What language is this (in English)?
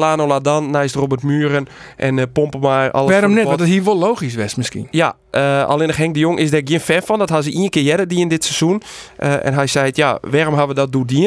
Western Frisian